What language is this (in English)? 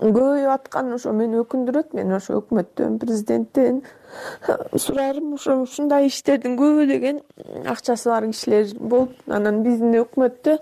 Kyrgyz